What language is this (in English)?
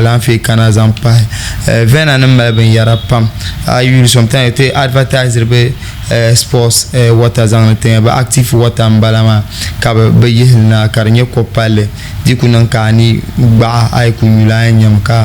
Dagbani